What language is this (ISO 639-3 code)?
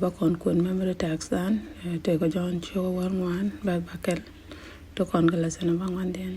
nus